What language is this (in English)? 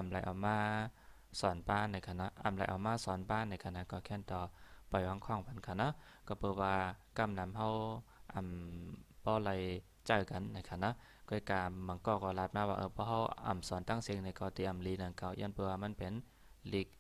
Shan